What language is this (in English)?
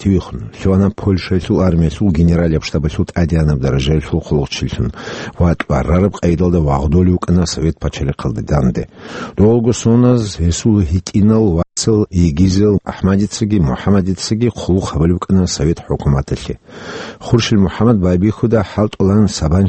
Avaric